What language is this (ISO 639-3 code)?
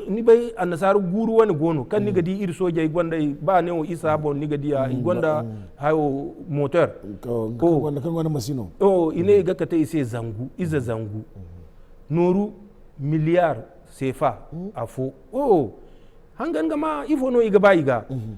dje